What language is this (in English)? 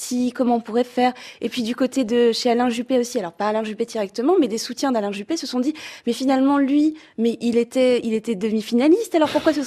French